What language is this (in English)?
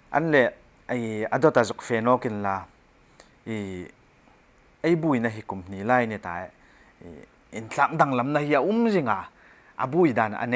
Hmar